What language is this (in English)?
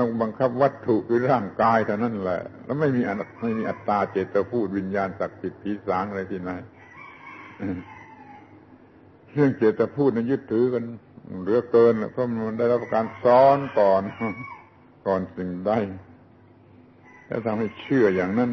Thai